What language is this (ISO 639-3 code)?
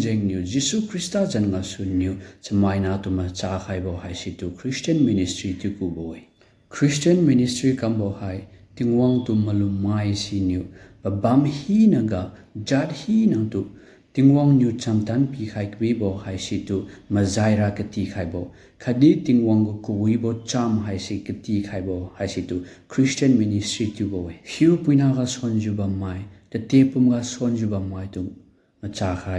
njn